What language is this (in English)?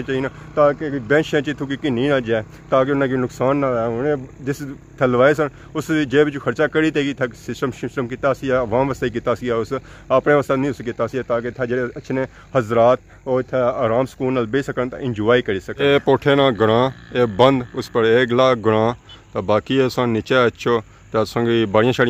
Pahari-Potwari